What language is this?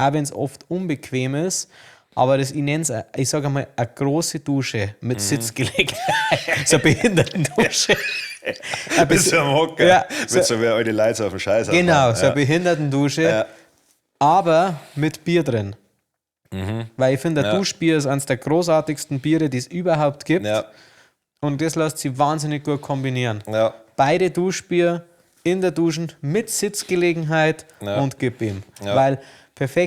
Bavarian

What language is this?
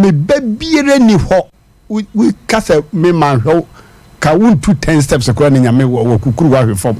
Akan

